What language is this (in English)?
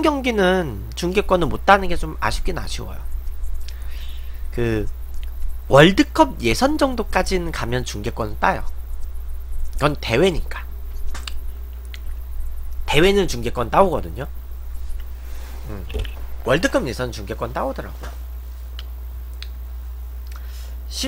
Korean